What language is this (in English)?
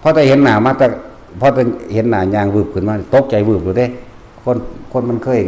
Northeastern Thai